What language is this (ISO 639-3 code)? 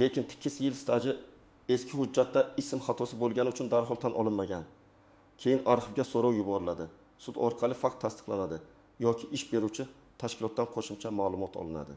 uzb